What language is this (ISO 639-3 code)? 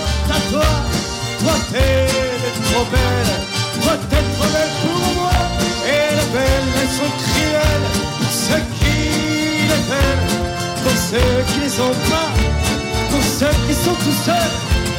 fra